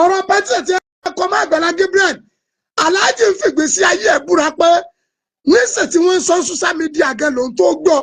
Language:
Yoruba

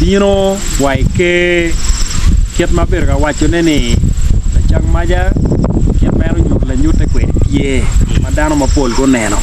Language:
Acoli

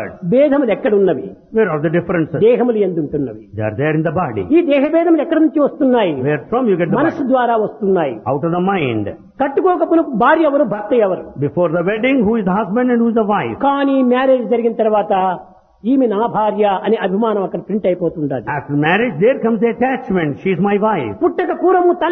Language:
Telugu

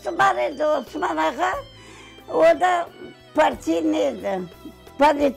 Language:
Crimean Tatar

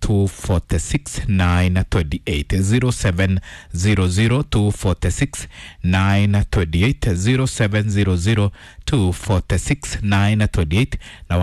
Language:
Kikuyu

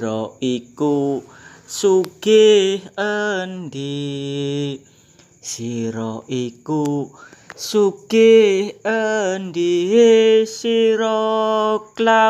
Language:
Javanese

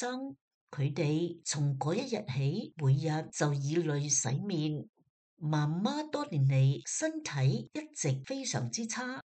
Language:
Cantonese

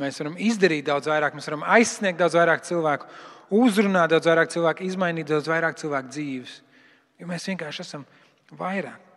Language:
Latvian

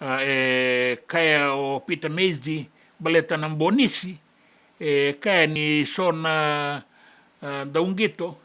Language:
Fijian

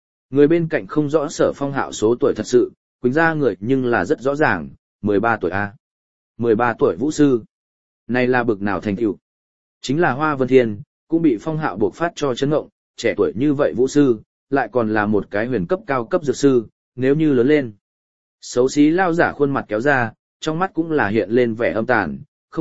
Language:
Vietnamese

